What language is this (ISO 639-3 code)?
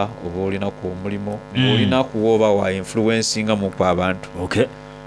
xog